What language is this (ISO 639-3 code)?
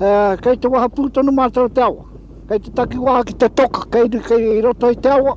mri